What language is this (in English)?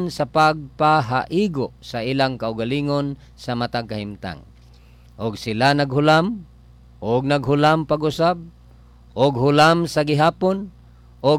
Cebuano